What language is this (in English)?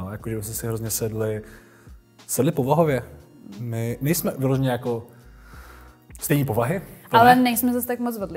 Czech